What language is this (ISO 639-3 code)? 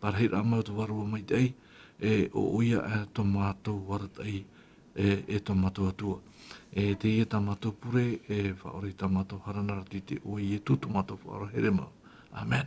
tah